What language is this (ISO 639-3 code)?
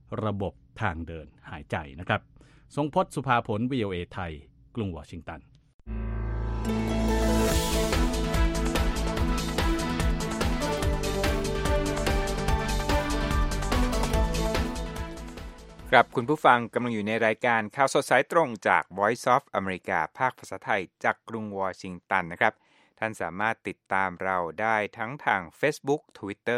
tha